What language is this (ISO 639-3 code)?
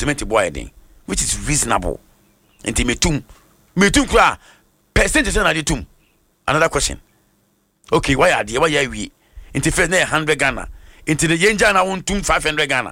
aka